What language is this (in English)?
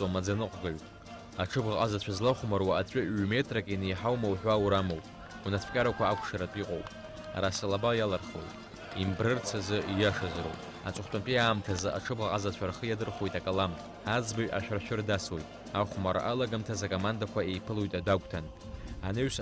Abkhazian